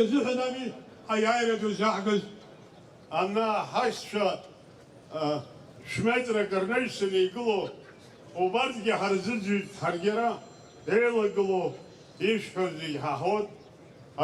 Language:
Abkhazian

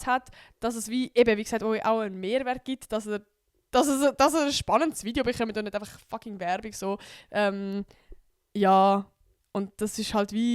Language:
Swiss German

